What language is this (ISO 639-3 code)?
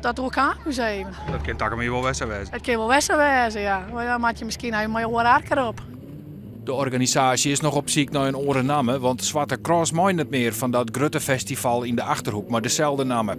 fry